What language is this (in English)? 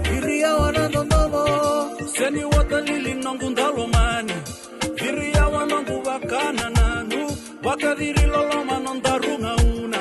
Fijian